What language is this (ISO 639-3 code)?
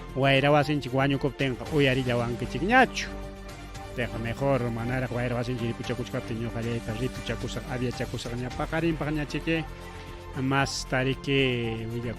quy